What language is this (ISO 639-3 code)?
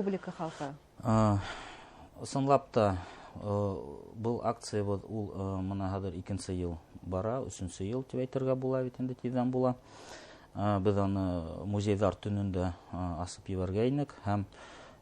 bak